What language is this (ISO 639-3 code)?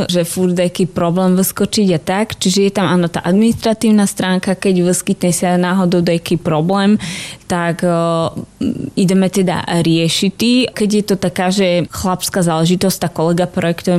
slk